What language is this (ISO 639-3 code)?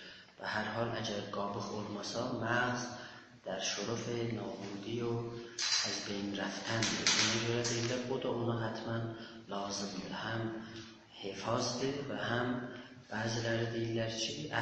azb